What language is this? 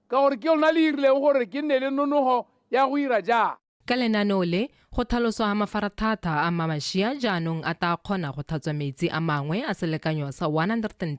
Tswana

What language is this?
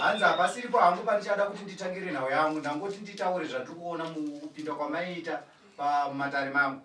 Shona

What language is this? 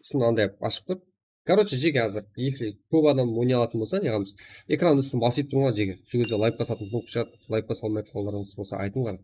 Kara-Kalpak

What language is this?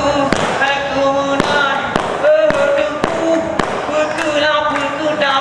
Achinese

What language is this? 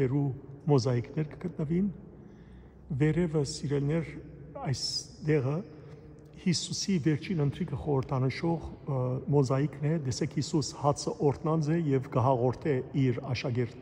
Western Armenian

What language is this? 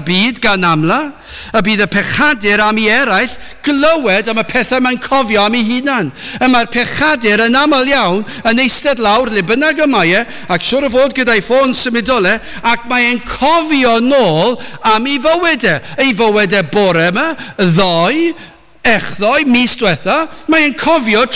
Welsh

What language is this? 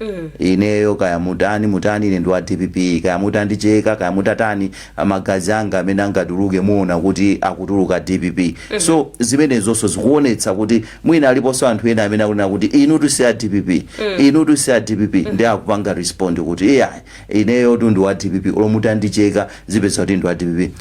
Nyanja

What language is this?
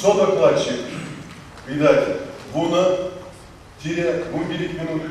Chuvash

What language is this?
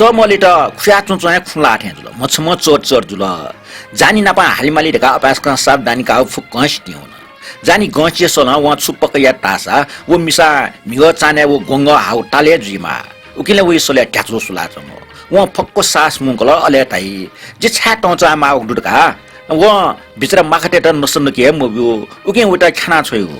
Newari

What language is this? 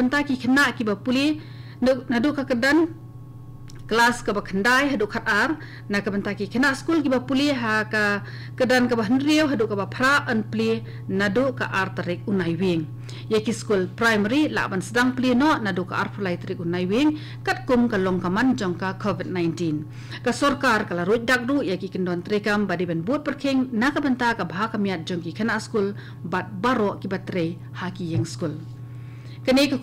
Khasi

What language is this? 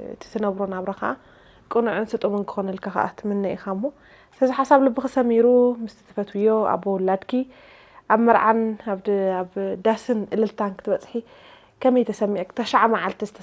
Tigrinya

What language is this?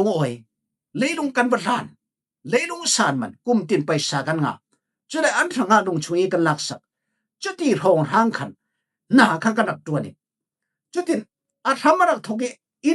Falam Chin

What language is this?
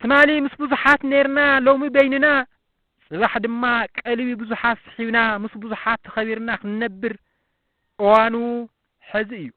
Tigrinya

